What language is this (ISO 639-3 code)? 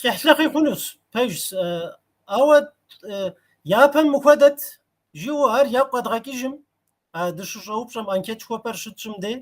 kbd